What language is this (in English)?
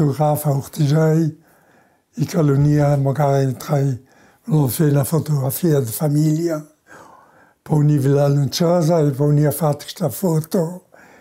Ladin